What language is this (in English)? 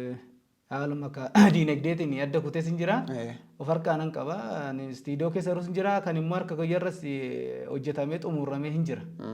Oromo